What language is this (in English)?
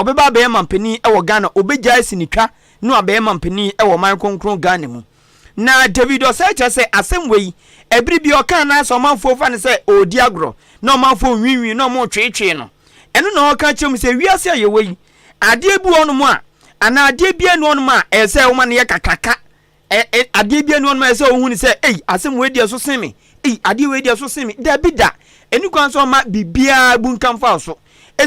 Akan